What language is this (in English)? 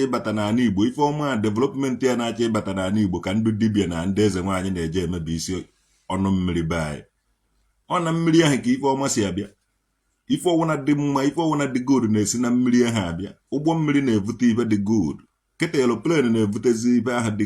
Igbo